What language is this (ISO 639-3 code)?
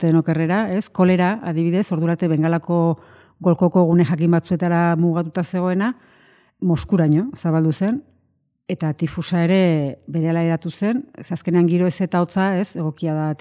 eus